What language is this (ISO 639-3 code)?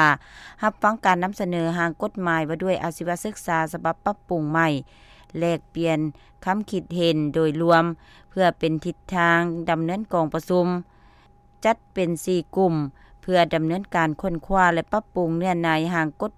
lao